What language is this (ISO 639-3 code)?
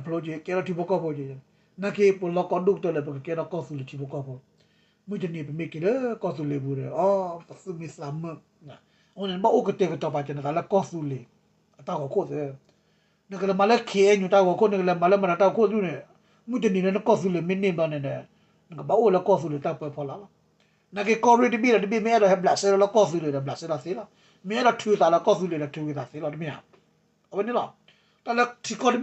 ksw